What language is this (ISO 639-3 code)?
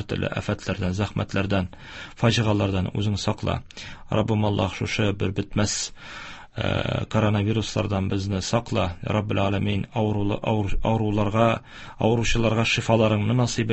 tat